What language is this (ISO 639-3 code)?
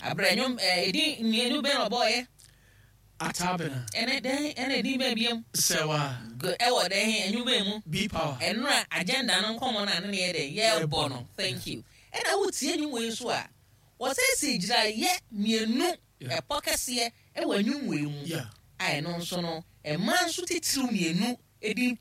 aka